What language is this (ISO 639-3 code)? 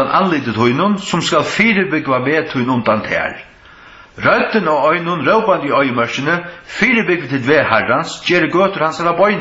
fao